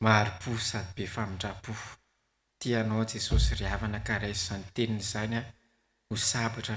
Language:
Malagasy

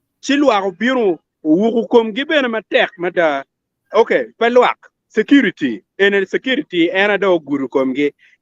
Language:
Acoli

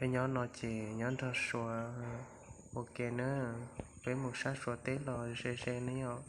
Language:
Hmong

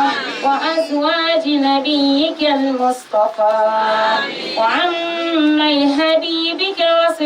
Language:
Dagbani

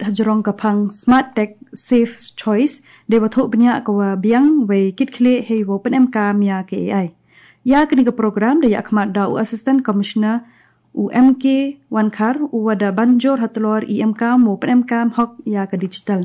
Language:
Khasi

